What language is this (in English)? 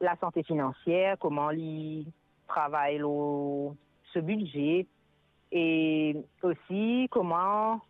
Morisyen